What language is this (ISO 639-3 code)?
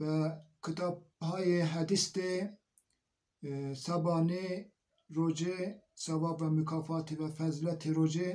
zza